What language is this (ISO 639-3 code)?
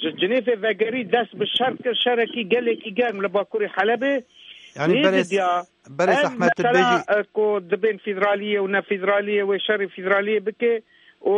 kur